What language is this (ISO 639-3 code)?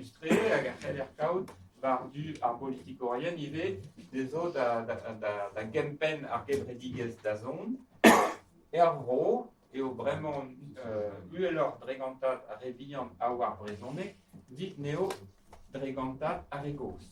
bre